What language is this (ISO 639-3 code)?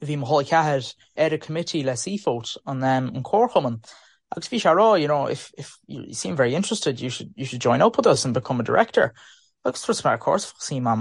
gle